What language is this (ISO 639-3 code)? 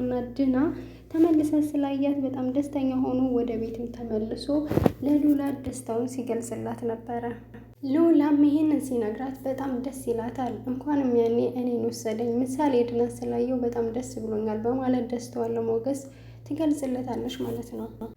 amh